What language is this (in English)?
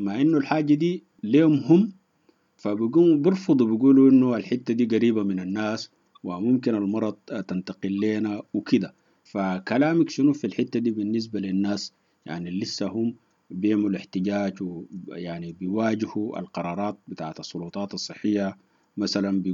Sudanese Arabic